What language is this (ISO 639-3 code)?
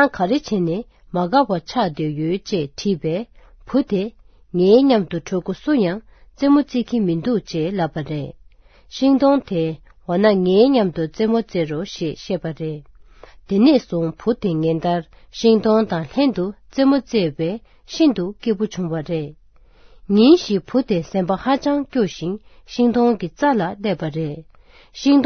bod